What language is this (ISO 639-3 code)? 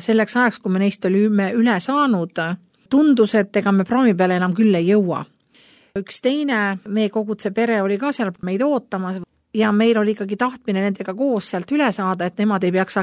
est